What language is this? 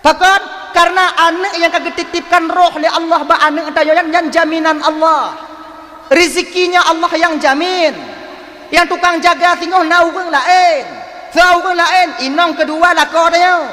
Achinese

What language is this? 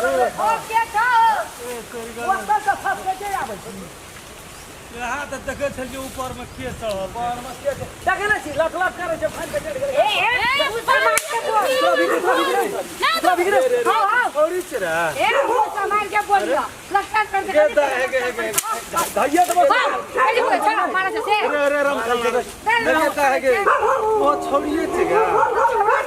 Maithili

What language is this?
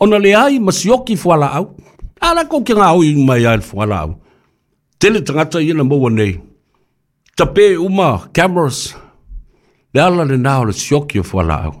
Samoan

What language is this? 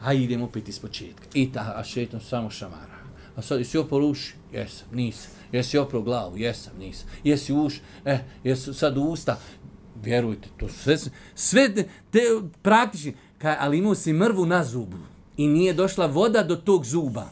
Bosnian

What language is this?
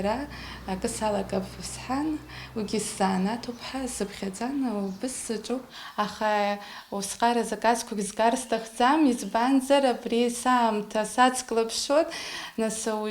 Abkhazian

